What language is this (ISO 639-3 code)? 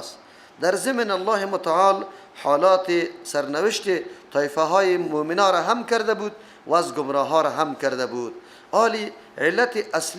fas